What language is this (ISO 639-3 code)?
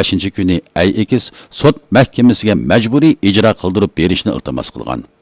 uig